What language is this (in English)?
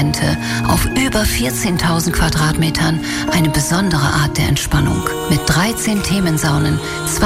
German